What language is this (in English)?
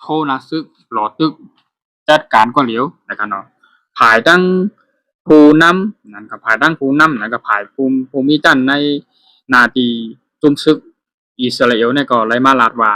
Shan